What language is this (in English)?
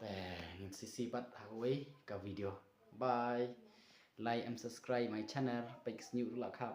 Khasi